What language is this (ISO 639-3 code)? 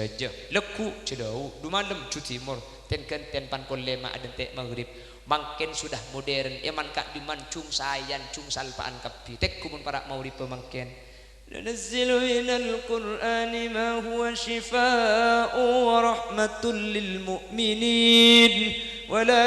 mad